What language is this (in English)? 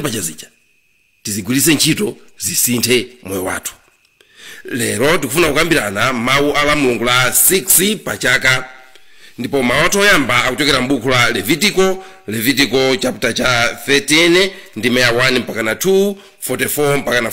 Nyanja